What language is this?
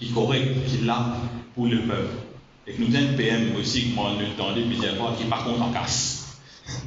Morisyen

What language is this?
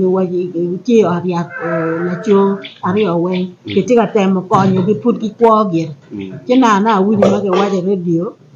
Acoli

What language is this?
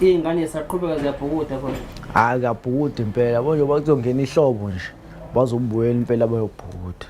Zulu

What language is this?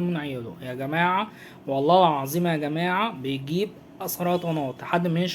Egyptian Arabic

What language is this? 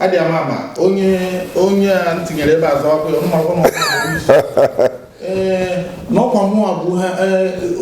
Igbo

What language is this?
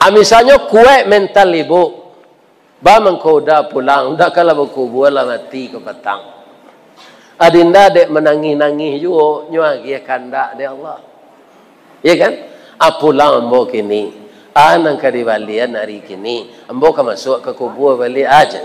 Minangkabau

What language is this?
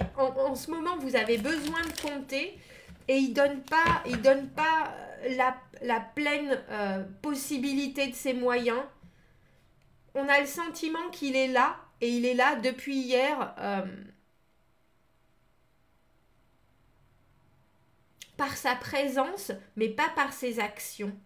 French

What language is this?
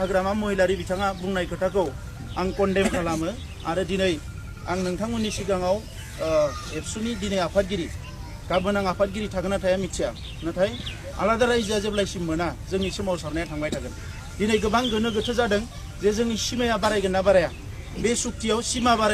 Bodo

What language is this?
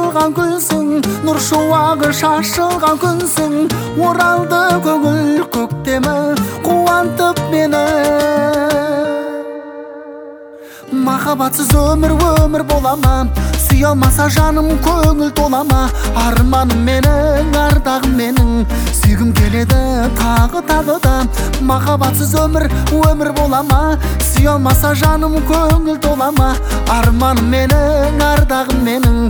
Kazakh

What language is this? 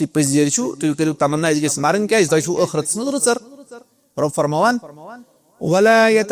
Kashmiri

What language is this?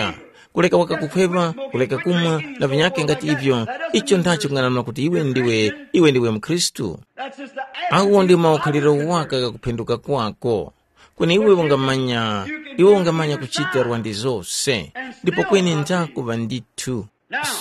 Tumbuka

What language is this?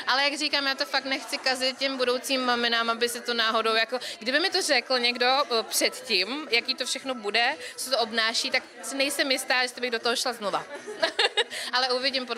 Czech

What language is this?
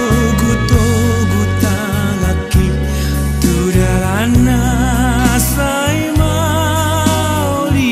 Batak Toba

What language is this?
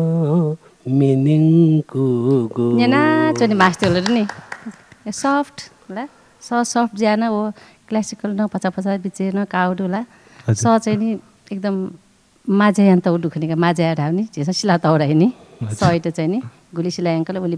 Newari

